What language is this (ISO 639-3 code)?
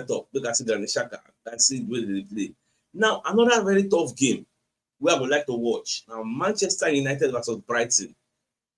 pcm